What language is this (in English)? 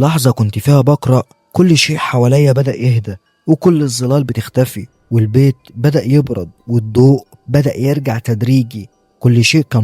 Egyptian Arabic